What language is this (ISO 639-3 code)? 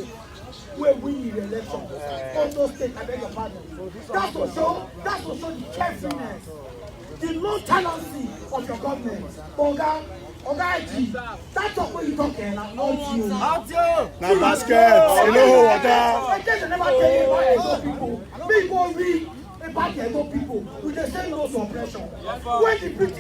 pcm